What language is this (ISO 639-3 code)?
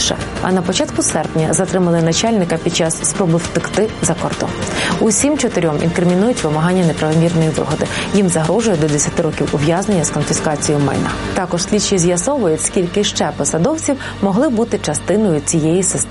ukr